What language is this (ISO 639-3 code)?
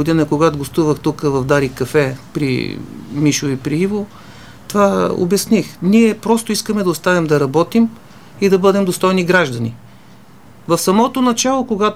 bul